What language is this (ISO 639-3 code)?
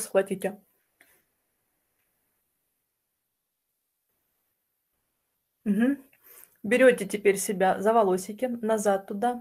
rus